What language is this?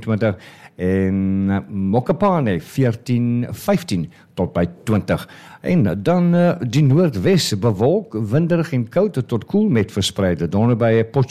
Afrikaans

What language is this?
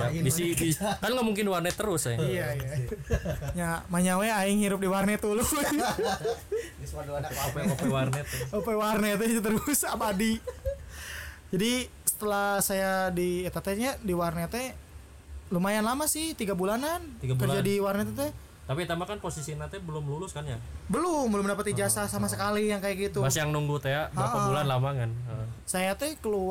Indonesian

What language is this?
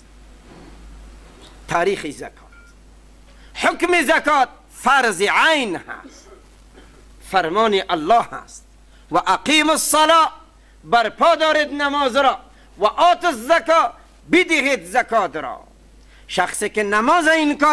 Persian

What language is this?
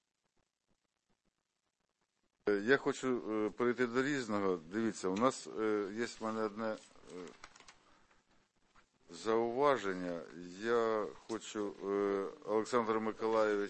Ukrainian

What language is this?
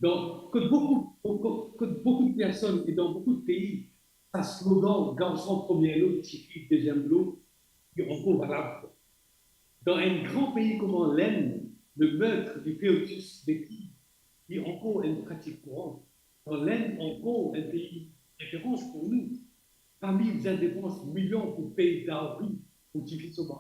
Morisyen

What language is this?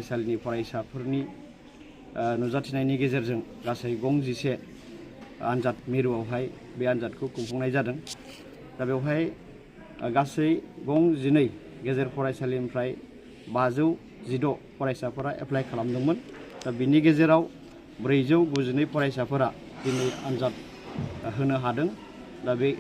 Bodo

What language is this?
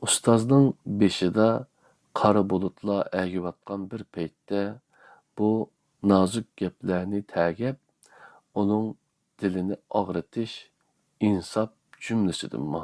Uyghur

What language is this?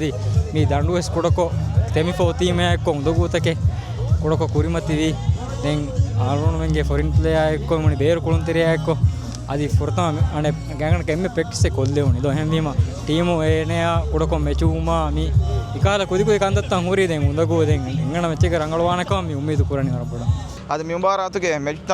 Divehi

